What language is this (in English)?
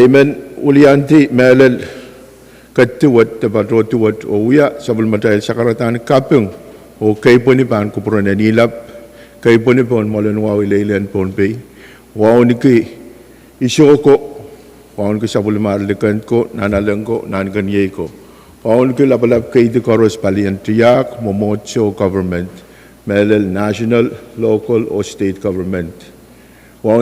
Pohnpeian